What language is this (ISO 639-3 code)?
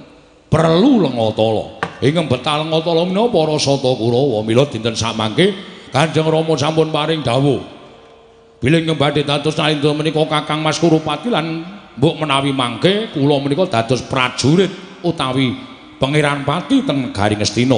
jav